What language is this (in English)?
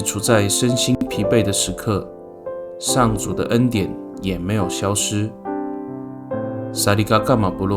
Amis